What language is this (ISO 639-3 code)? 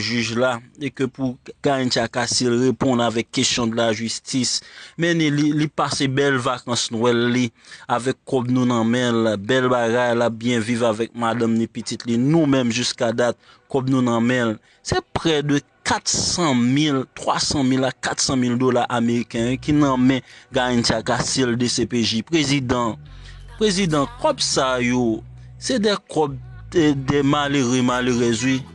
hat